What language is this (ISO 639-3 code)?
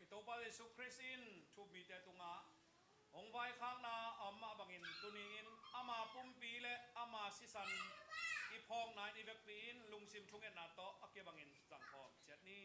ctd